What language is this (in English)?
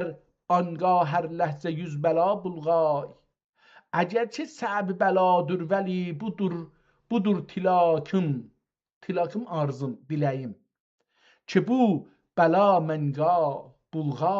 South Azerbaijani